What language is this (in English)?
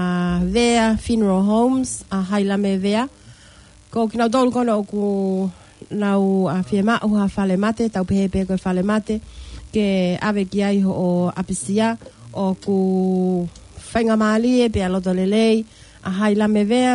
Tongan